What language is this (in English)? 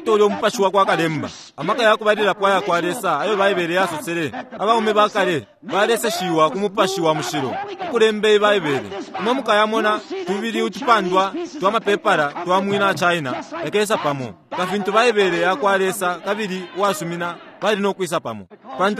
Bemba